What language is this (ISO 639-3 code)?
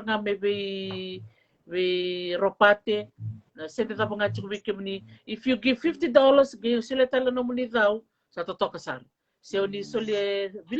fij